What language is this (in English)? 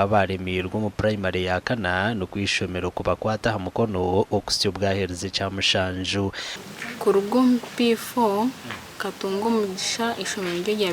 Nyankole